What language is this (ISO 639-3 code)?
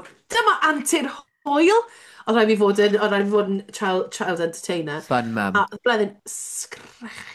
cym